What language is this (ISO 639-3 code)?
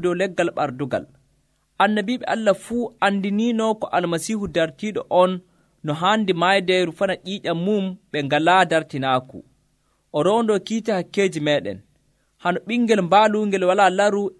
fuv